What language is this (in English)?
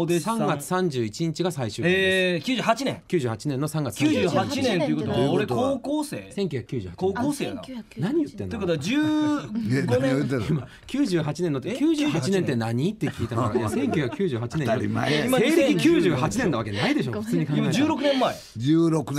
Japanese